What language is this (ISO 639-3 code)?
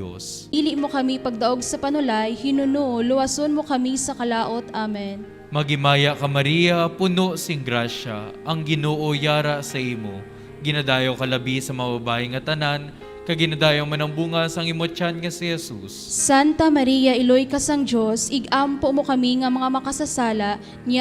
hil